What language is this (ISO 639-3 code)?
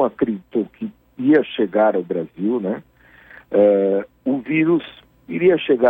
por